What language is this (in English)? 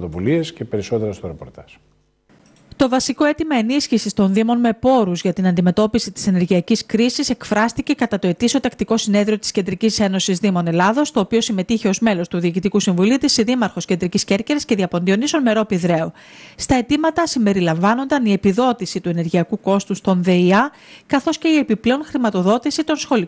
Greek